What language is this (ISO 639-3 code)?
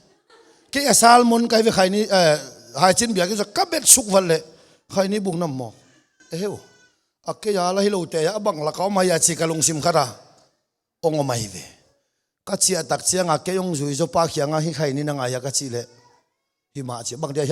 ctd